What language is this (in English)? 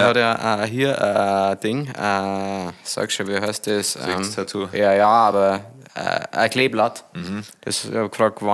Bavarian